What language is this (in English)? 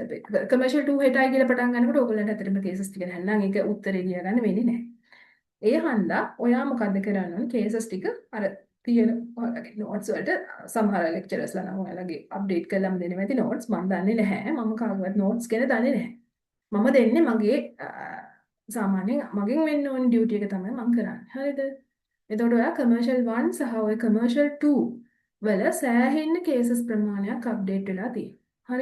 Sinhala